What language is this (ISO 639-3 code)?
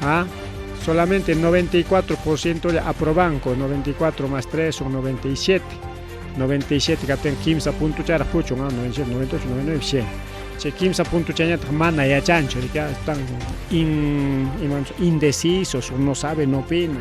quy